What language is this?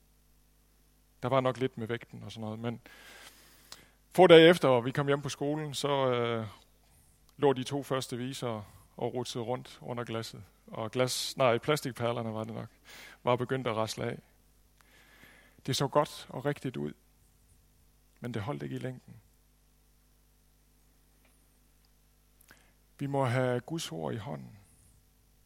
Danish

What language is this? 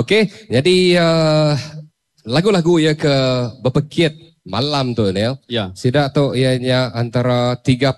Iban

